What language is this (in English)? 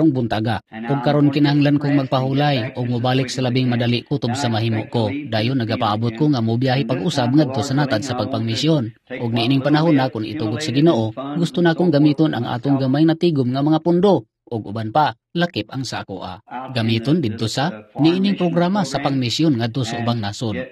Cebuano